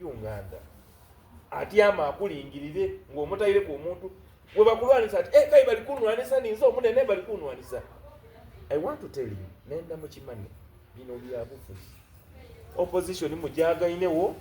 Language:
Soga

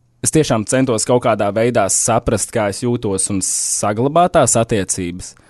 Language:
Latvian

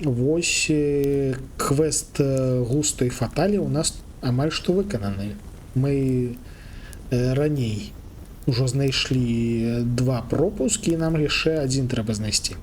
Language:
Belarusian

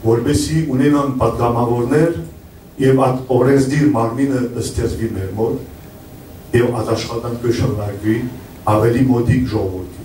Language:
Western Armenian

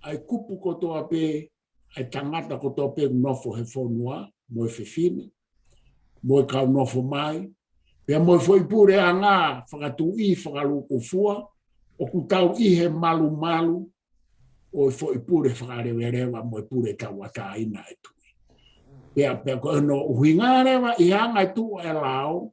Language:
Tongan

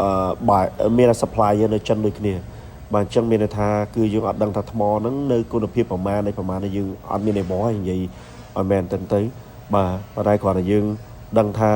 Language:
Khmer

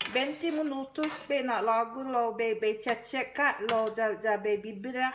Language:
Chamorro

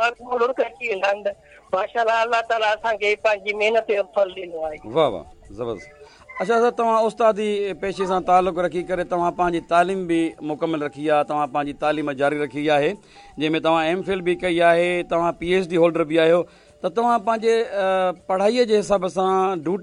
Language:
Sindhi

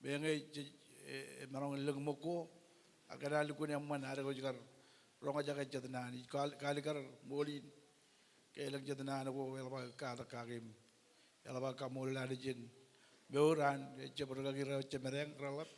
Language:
Marshallese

